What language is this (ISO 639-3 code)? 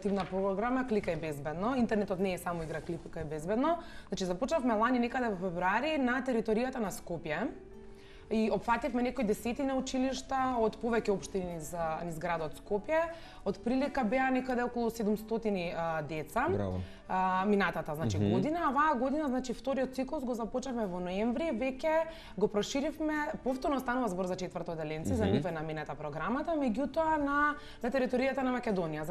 mkd